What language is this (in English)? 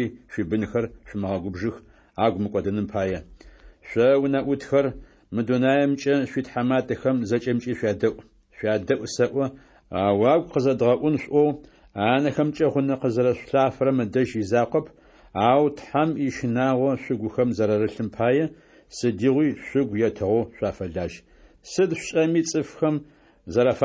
Adyghe